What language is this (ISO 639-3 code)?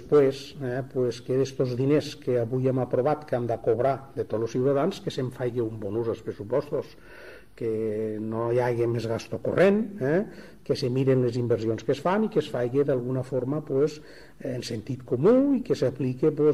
cat